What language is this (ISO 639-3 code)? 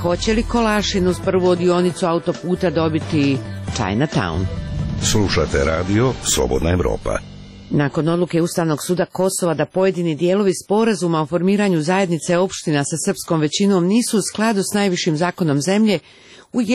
srp